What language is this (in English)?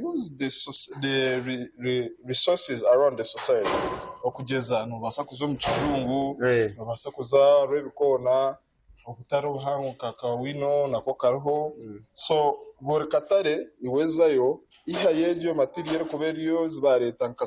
Nyankole